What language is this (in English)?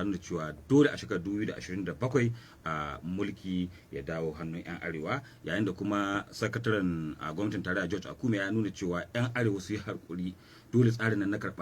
Hausa